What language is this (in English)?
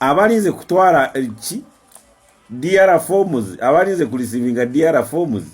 Ganda